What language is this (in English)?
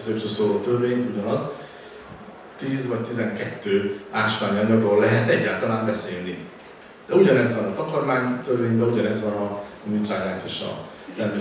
Hungarian